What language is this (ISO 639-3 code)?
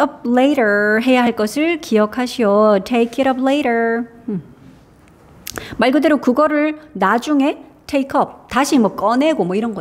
kor